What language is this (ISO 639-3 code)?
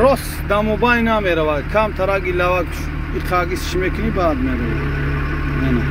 tgk